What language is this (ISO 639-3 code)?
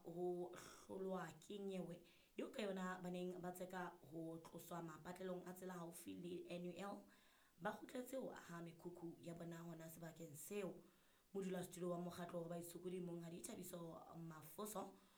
sot